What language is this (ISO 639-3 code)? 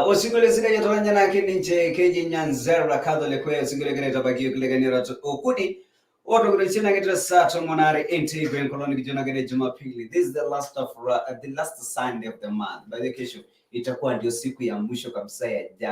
mas